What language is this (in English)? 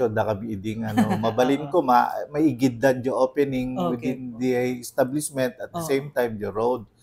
Iloko